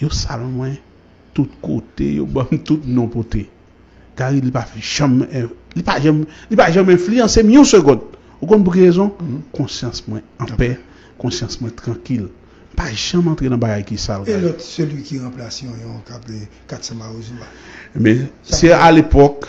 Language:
Haitian Creole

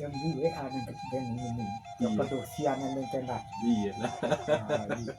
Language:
Minangkabau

